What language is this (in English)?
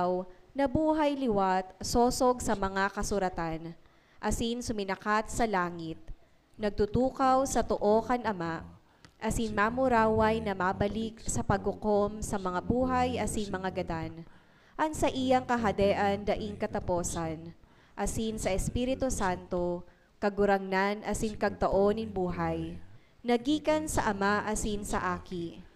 Bikol